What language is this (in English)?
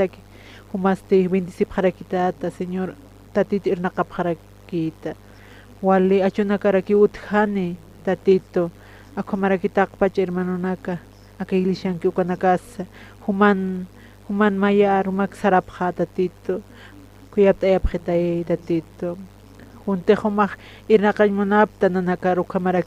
Aymara